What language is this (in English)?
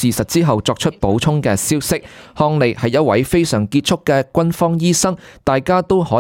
Cantonese